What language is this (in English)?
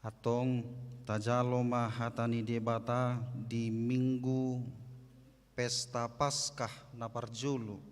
Batak Toba